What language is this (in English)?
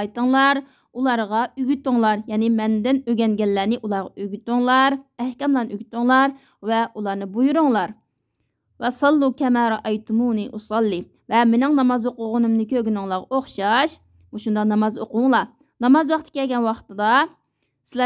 Uyghur